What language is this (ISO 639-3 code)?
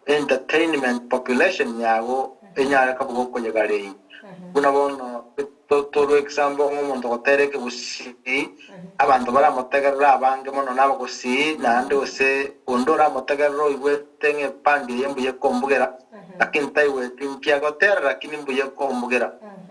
guz